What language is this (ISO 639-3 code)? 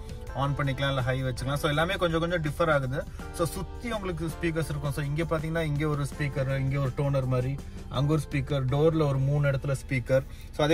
tam